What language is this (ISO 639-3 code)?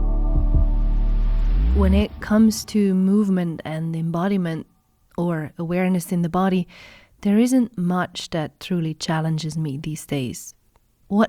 eng